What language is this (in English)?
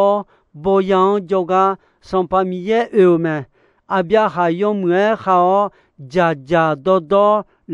Akha